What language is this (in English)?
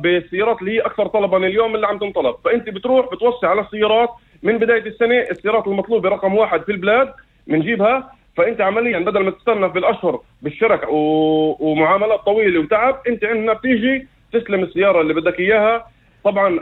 North Levantine Arabic